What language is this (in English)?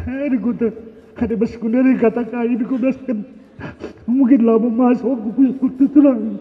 Batak Karo